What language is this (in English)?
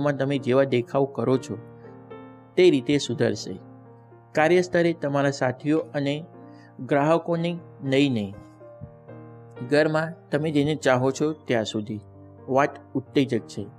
Gujarati